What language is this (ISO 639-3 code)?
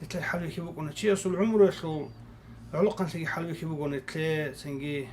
ava